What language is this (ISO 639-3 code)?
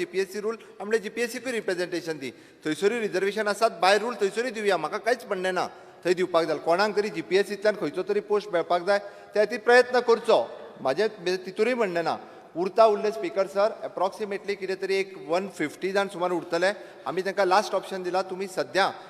kok